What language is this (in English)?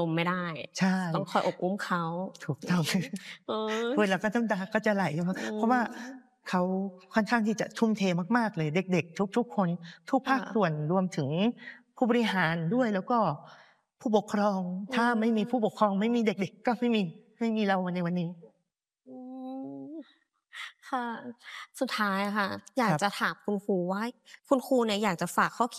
Thai